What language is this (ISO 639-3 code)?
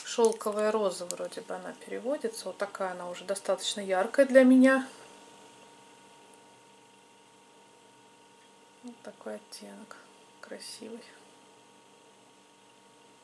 rus